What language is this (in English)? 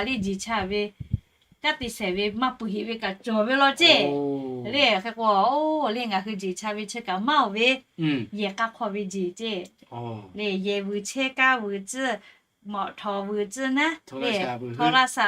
Lahu